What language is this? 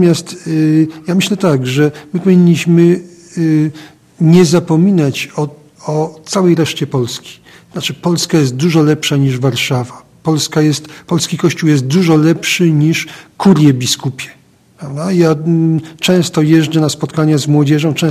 Polish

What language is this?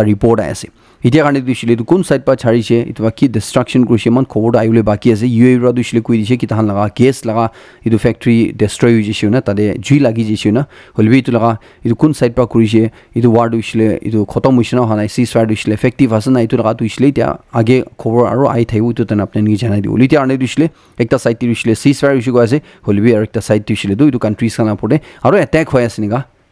Naga Pidgin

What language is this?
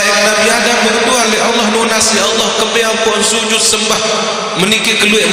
Sasak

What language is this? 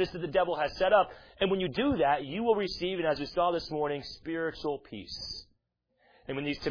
English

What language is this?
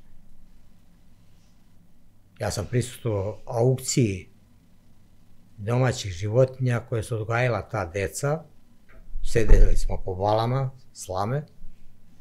Serbian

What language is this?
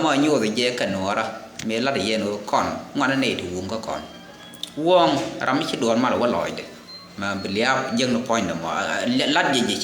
Nuer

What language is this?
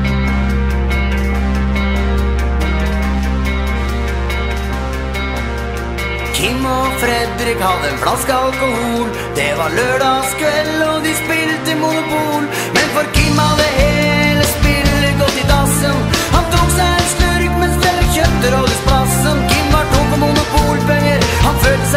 Norwegian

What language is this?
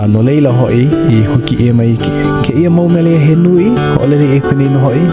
Hawaiian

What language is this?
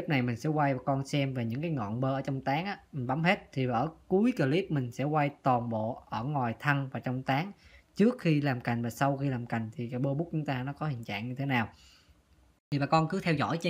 Vietnamese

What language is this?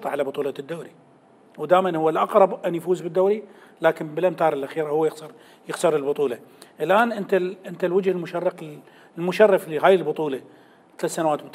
Mesopotamian Arabic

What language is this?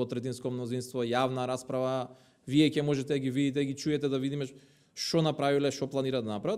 Macedonian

